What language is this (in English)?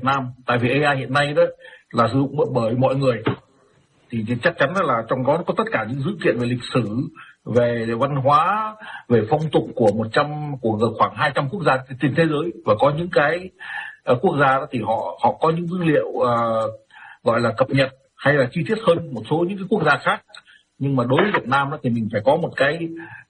Vietnamese